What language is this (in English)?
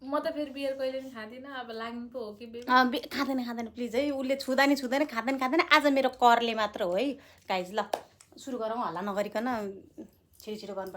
Nepali